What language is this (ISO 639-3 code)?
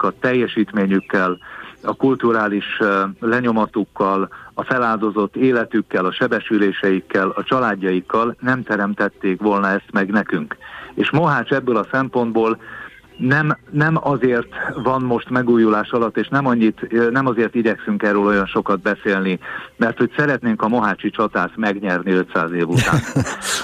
hun